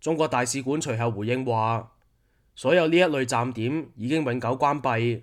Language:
Cantonese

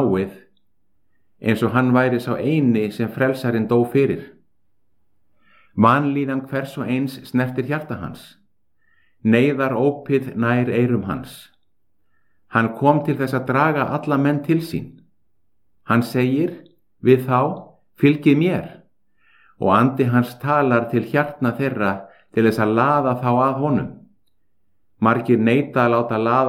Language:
Icelandic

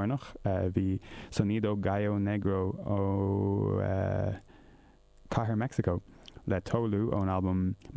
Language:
Irish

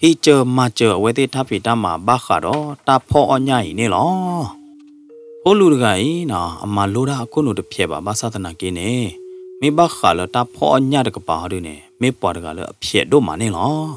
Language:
S'gaw Karen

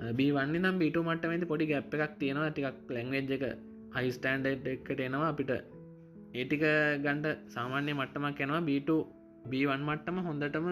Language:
Sinhala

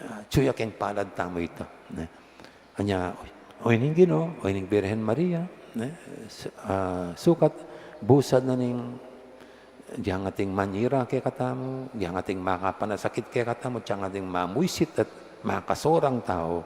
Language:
Pampanga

